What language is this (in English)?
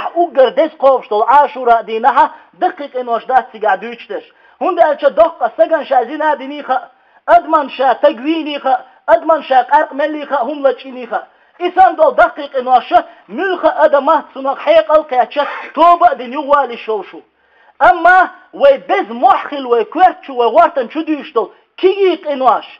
Chechen